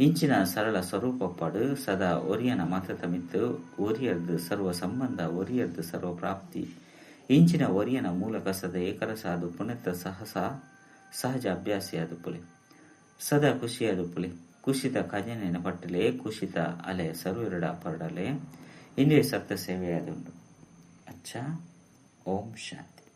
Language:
Tulu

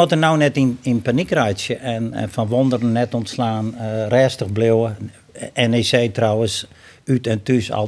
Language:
Western Frisian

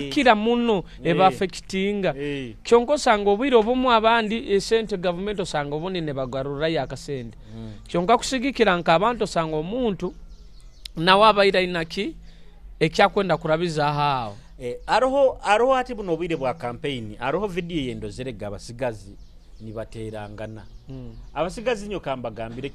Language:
Nyoro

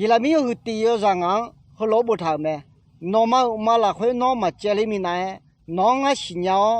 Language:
Akha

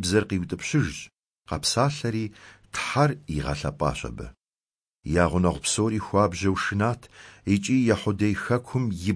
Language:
Kabardian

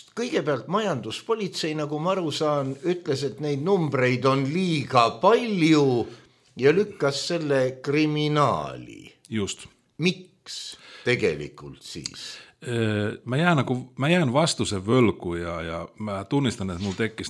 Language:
Estonian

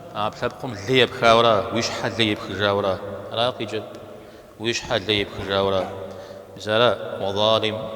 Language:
Kabardian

